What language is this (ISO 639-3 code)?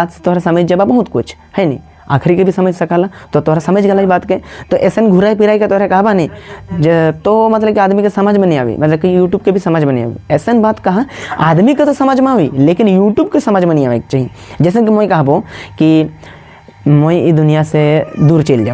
sck